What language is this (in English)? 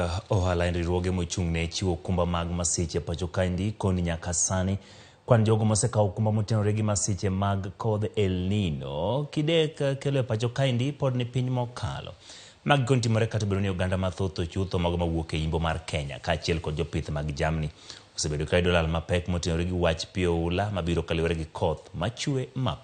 Luo (Kenya and Tanzania)